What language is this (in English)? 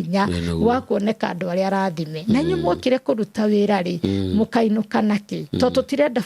Kikuyu